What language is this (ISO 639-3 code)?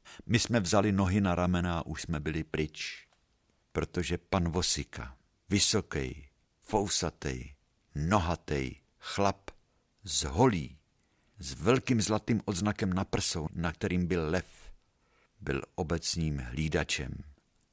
ces